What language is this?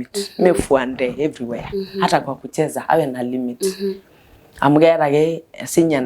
Masai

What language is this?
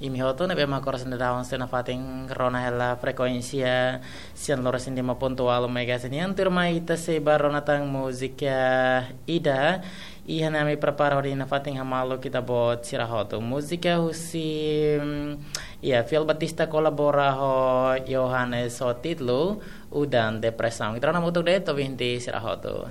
Tetum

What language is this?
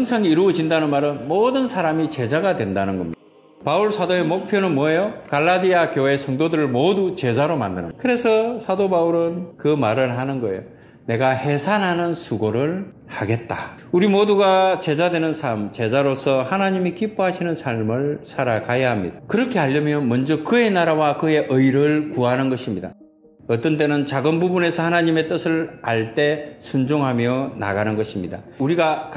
Korean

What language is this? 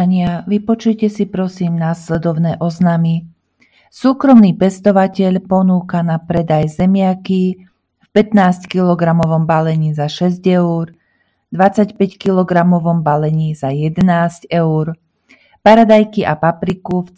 Slovak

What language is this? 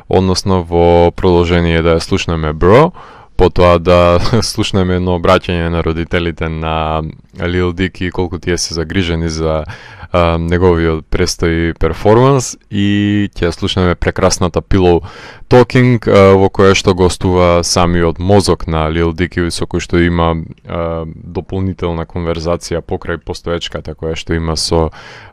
Macedonian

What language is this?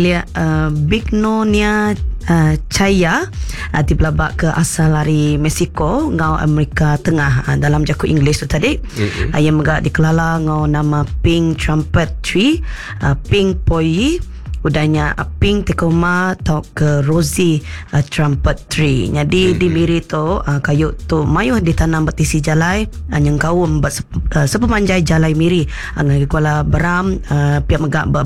Iban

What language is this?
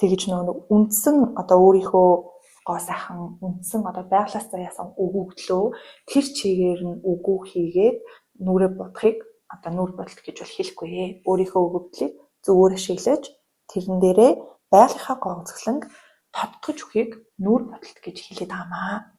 Mongolian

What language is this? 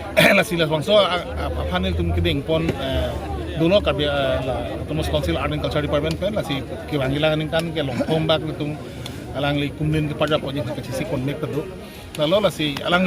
Karbi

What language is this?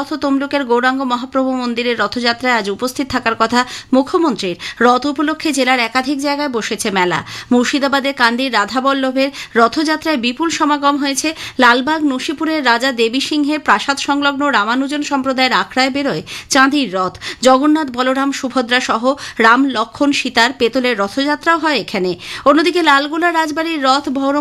Bangla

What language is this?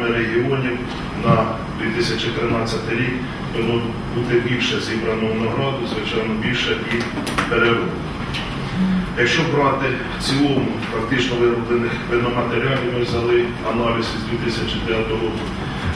Ukrainian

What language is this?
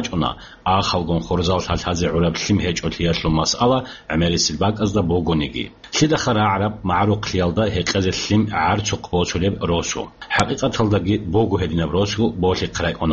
Avaric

